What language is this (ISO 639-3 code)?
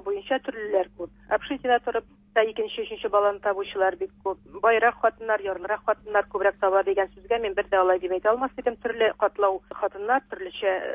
tat